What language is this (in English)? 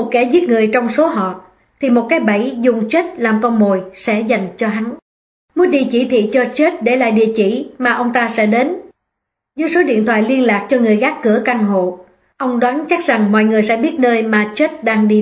Vietnamese